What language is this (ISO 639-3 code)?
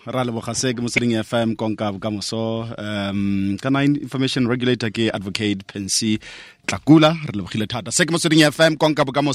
tsn